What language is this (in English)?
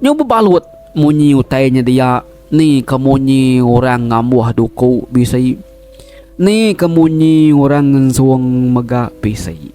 Iban